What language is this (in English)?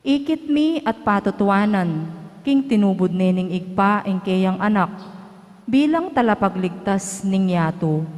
Pampanga